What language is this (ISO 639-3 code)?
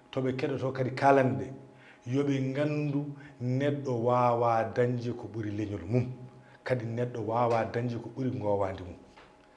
ful